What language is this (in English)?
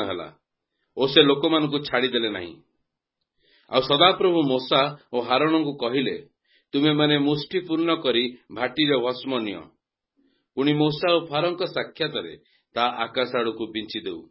Odia